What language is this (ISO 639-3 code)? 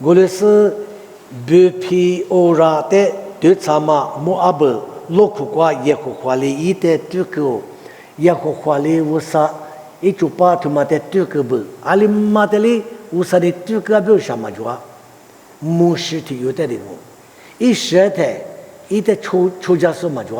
lis